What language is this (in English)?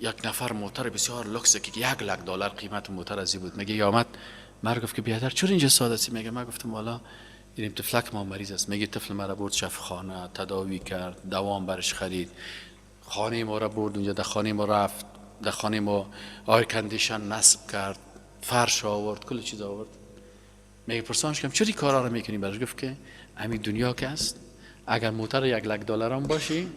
Persian